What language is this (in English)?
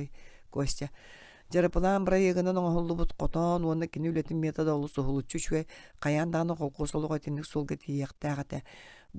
Yakut